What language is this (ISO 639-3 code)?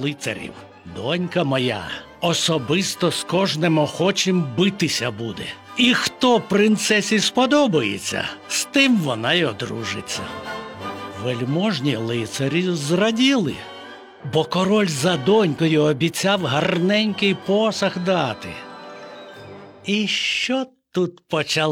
ukr